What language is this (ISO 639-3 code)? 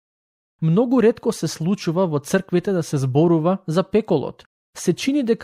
mkd